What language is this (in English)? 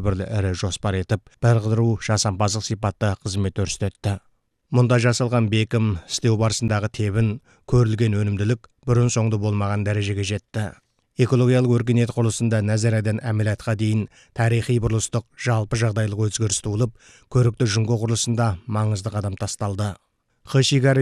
Kazakh